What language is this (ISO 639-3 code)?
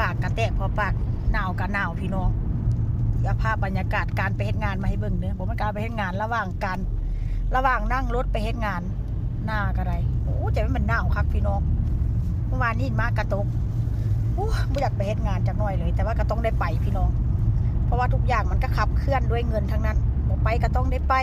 tts